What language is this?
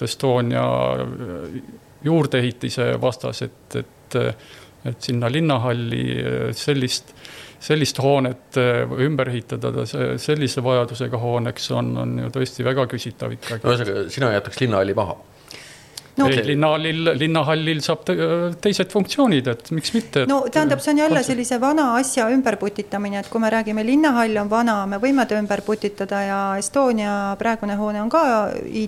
Estonian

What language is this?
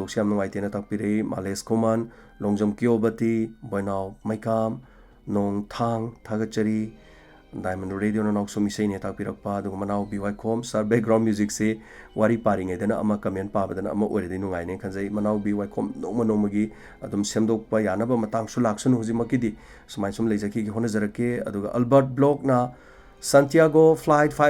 Manipuri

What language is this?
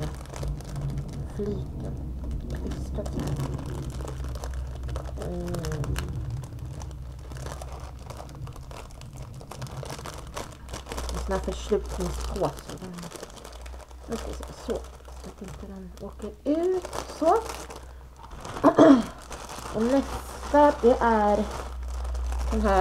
Swedish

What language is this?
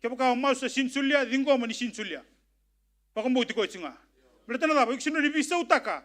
Fijian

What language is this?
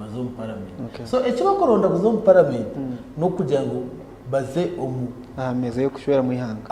Nyankole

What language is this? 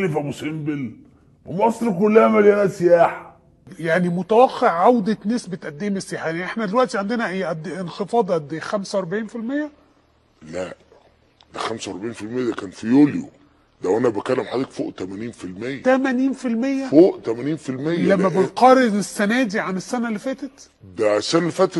Egyptian Arabic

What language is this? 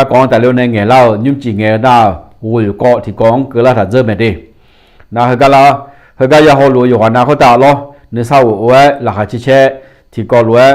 Akha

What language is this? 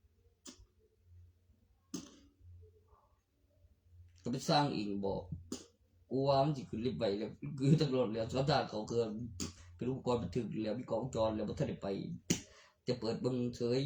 Northeastern Thai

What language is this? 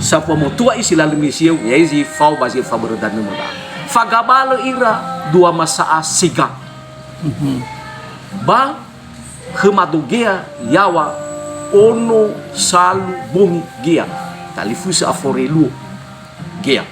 Nias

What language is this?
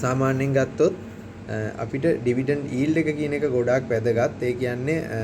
Sinhala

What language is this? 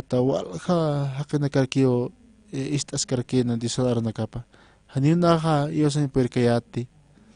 Aymara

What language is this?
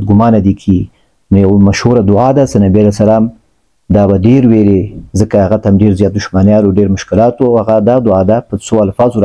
Pashto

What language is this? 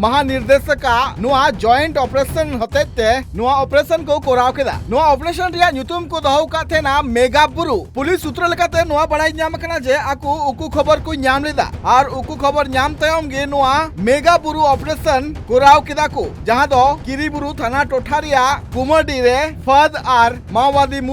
Santali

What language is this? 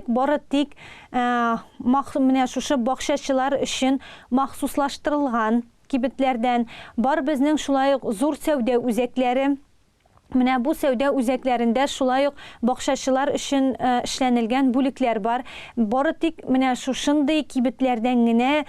Tatar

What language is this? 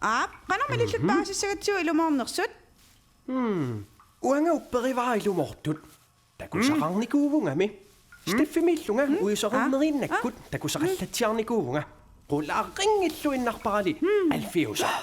Kalaallisut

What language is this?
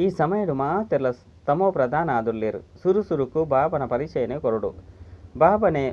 Tulu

